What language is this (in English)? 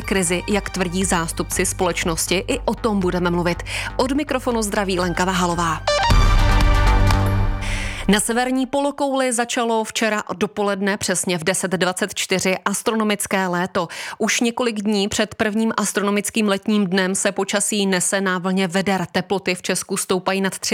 Czech